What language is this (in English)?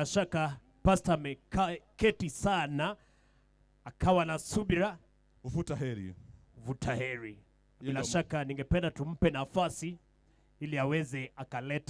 Gusii